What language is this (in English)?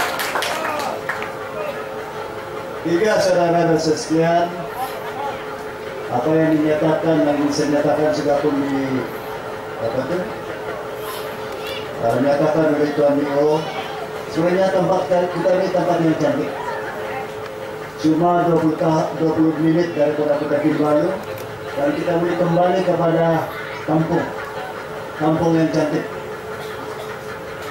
Malay